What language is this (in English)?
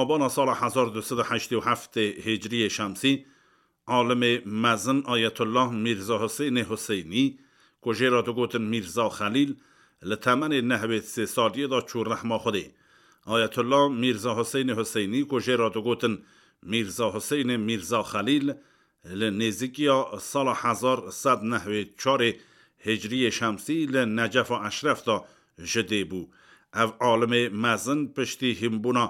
Kurdish